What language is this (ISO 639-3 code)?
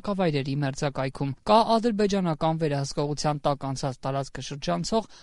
hye